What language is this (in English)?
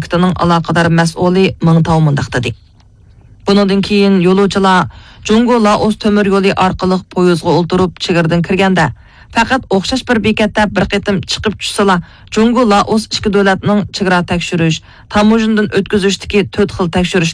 Uyghur